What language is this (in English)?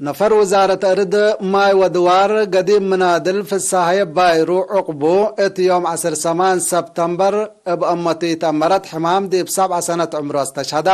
Tigre